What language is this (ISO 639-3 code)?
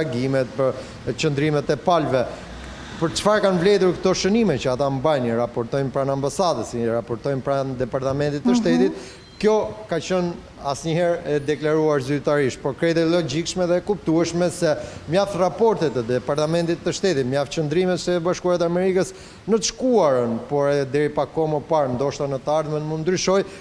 sqi